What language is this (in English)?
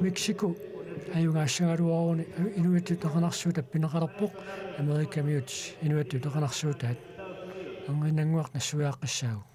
Kalaallisut